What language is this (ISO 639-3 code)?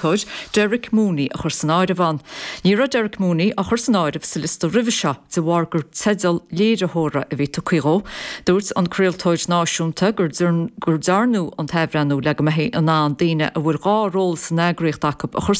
gle